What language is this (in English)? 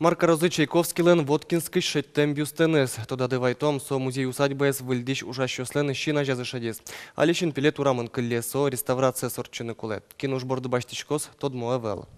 Udmurt